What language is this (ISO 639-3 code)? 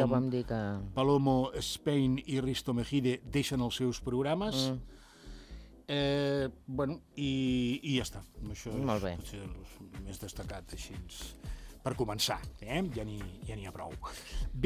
cat